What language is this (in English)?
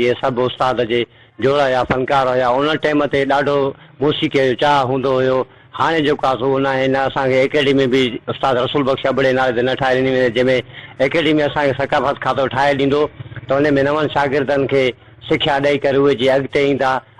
Sindhi